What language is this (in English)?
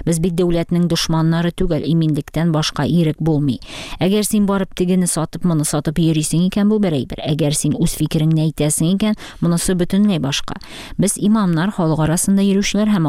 Tatar